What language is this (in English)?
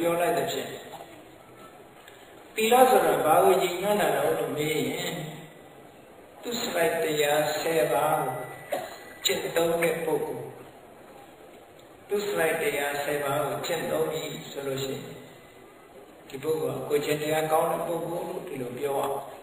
Burmese